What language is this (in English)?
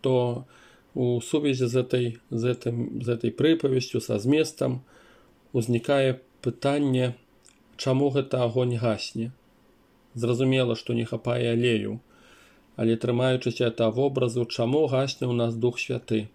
Belarusian